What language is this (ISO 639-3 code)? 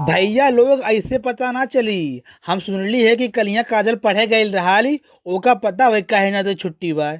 bho